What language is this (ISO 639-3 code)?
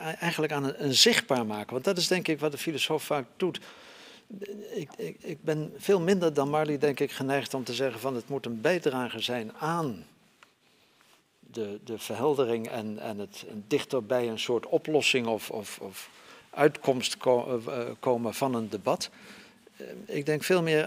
nld